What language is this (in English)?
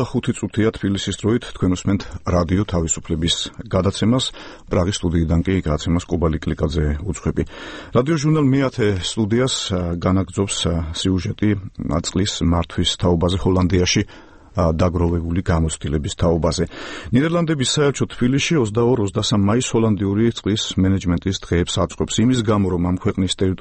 Georgian